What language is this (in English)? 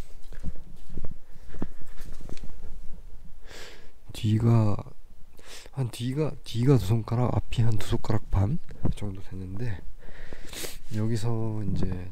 Korean